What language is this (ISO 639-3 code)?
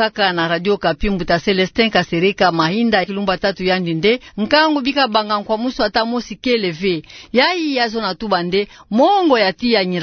ktu